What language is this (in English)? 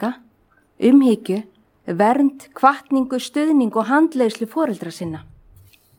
Icelandic